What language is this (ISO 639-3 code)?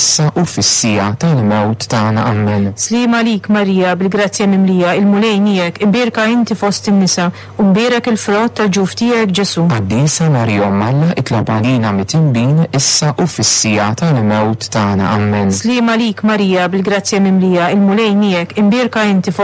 mlt